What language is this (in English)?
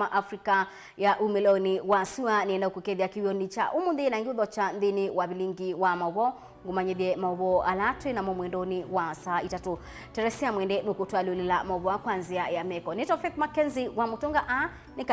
Kamba